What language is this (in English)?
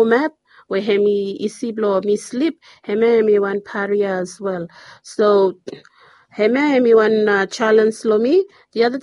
Bislama